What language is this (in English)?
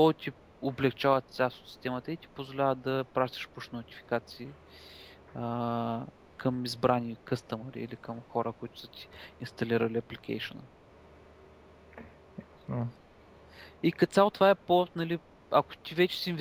Bulgarian